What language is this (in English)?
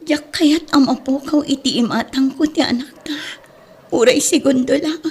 Iloko